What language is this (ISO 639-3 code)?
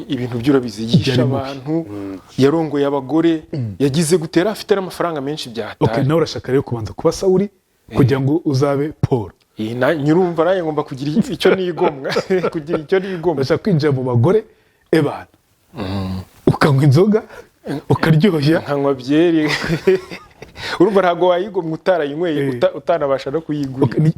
kin